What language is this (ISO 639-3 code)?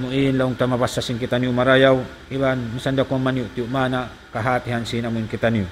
tsg